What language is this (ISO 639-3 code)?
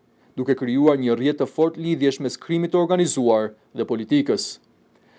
sqi